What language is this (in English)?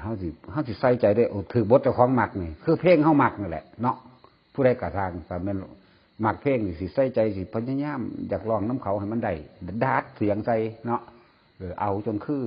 Northeastern Thai